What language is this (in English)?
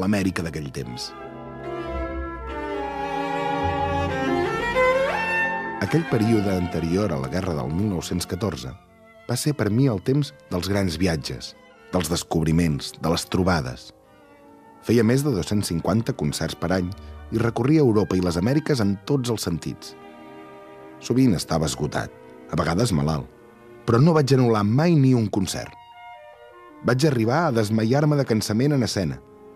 Catalan